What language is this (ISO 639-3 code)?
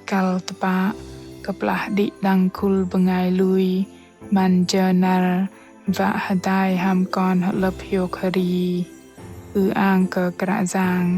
bdq